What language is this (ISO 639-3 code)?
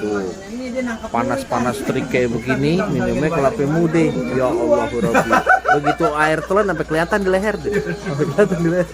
bew